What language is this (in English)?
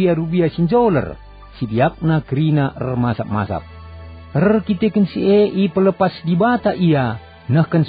Batak Karo